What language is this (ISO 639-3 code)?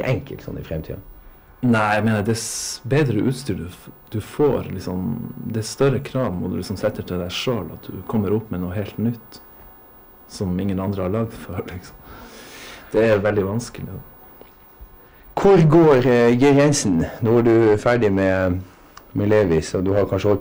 nor